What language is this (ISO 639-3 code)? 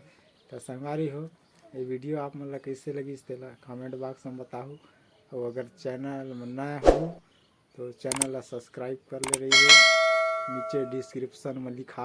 hne